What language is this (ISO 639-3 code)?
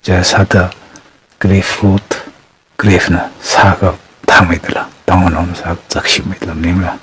nmf